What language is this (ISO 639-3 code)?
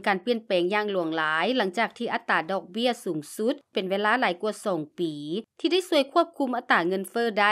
lao